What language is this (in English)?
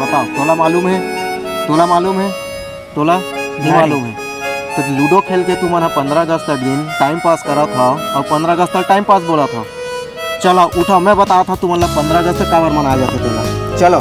Chhattisgarhi